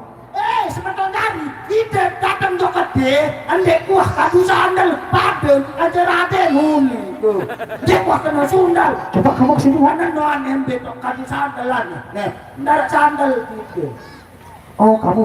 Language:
Sasak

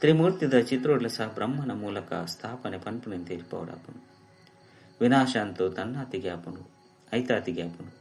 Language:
Tulu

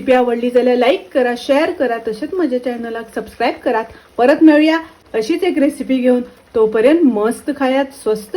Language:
Konkani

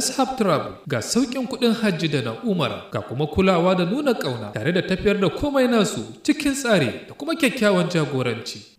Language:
Hausa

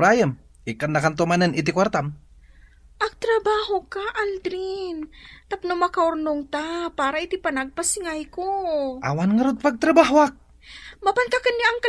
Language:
Iloko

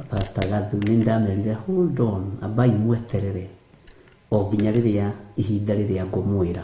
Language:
Kikuyu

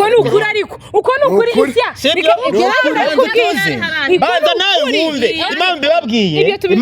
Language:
Kinyarwanda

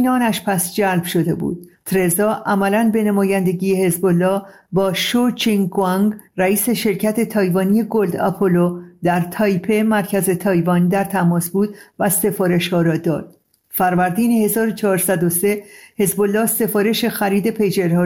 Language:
Persian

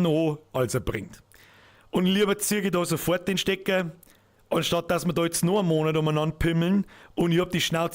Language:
Bavarian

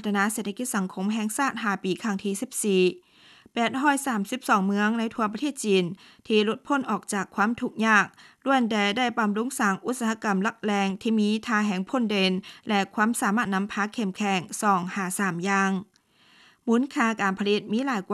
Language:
Lao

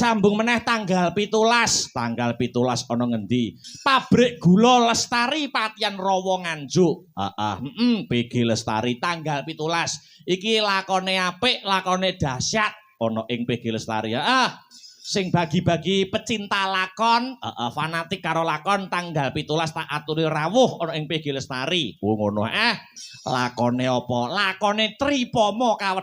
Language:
Javanese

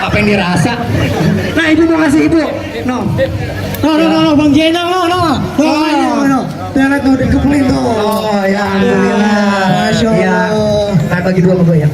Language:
Betawi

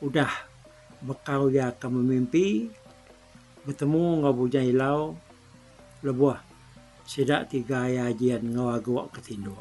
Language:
Iban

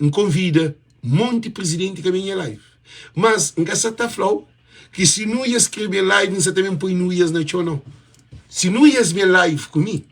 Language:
Kabuverdianu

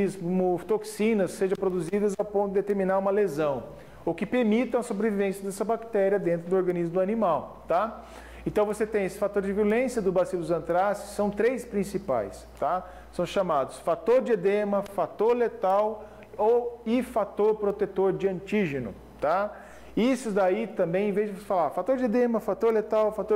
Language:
Portuguese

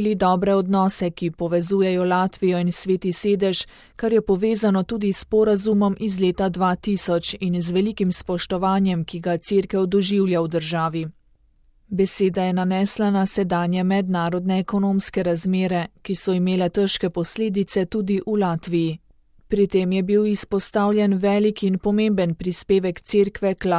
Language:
Slovenian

